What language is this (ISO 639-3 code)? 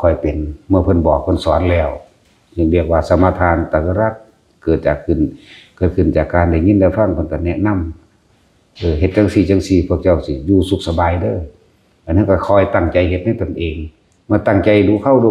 tts